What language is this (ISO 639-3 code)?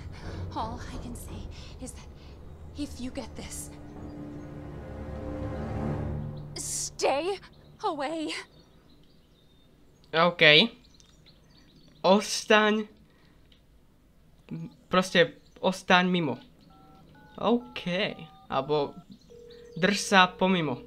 slk